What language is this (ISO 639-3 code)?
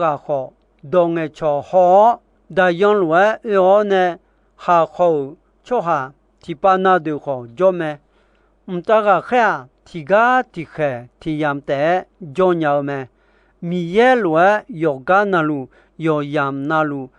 ahk